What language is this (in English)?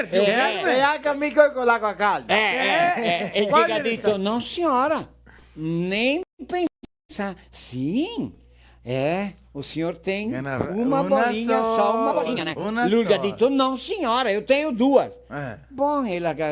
Venetian